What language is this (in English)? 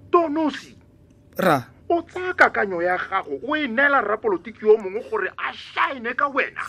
Tswana